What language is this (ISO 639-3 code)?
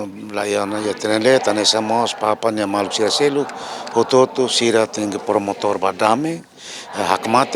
tet